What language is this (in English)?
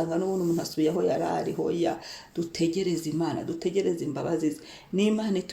Kinyarwanda